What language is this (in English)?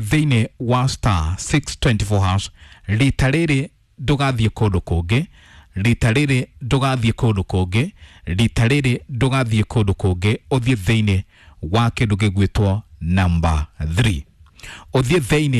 Kikuyu